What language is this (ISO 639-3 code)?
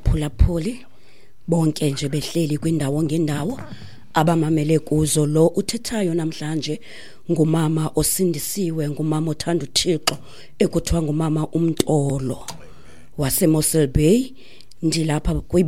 xho